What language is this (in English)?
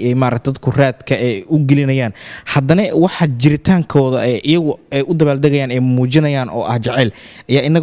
Somali